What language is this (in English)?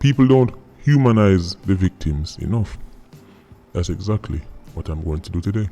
Jamaican Creole English